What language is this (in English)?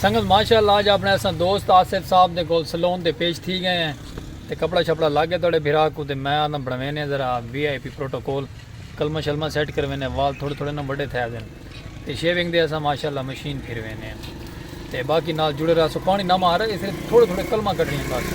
Saraiki